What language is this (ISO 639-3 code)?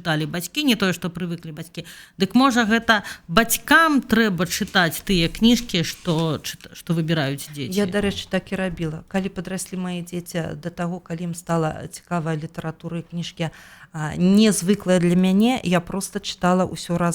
bel